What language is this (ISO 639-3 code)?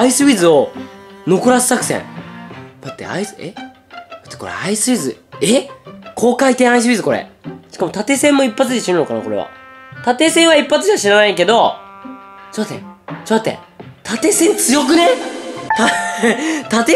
jpn